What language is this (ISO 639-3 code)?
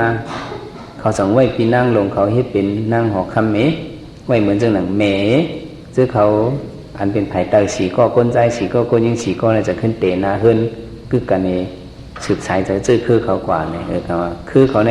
shn